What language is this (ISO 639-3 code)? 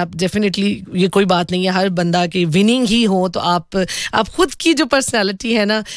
hin